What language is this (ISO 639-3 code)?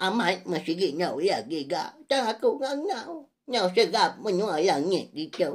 iba